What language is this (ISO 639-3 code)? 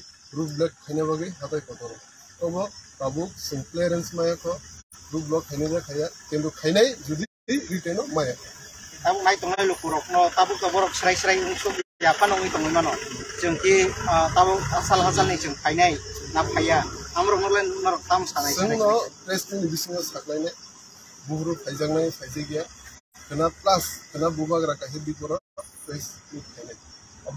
trp